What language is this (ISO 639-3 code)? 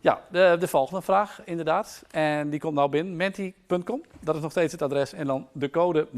fry